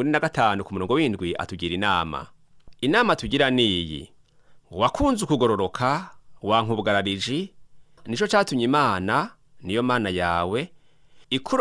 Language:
Rundi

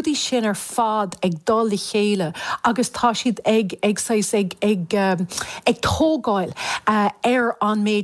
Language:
Irish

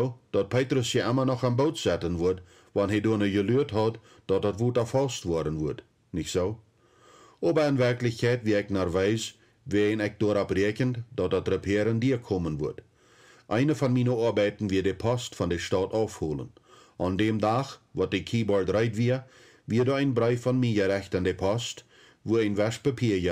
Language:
Plautdietsch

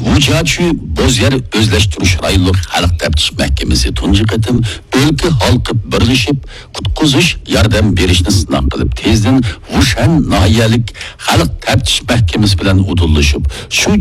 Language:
Uyghur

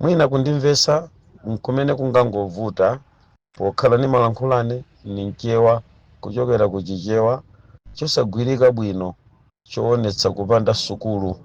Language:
Nyanja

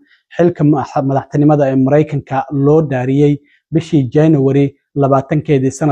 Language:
Somali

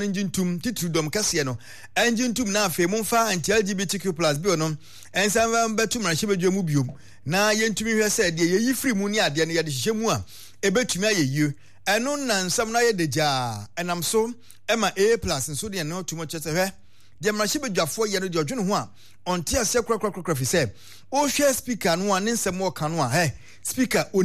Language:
Akan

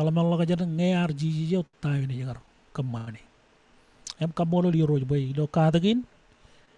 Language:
Marshallese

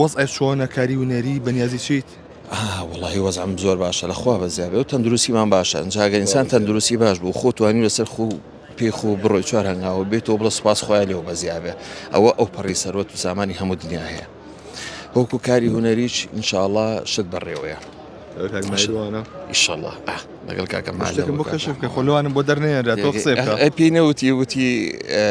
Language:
Central Kurdish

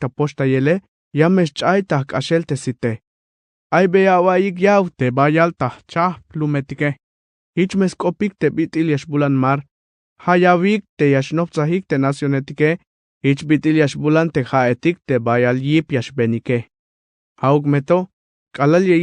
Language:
Tzeltal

